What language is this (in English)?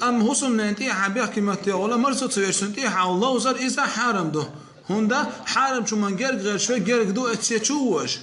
Chechen